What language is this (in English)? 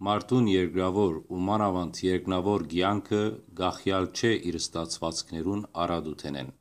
Western Armenian